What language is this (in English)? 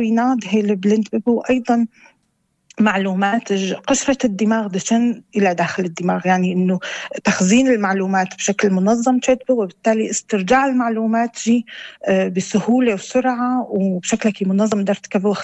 North Levantine Arabic